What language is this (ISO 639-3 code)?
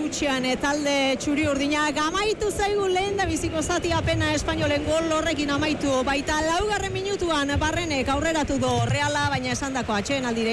eus